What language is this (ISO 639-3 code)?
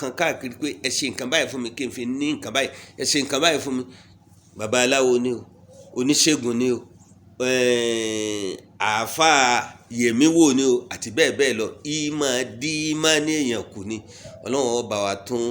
yor